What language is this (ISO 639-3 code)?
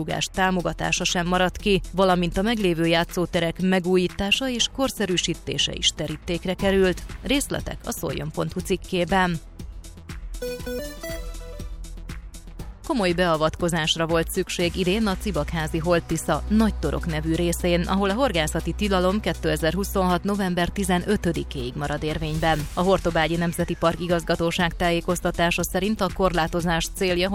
hun